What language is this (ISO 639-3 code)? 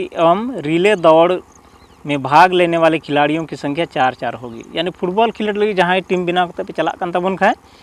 sat